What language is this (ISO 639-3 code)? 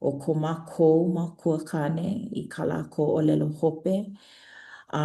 haw